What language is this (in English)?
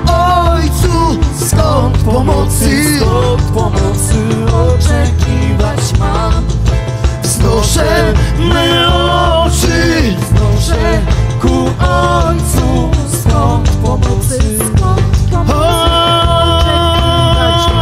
Polish